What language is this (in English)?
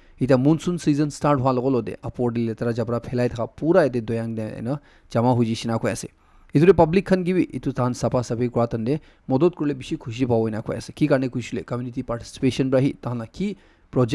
Naga Pidgin